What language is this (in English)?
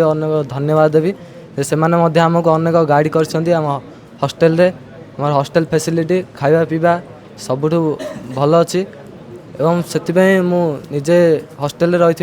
Odia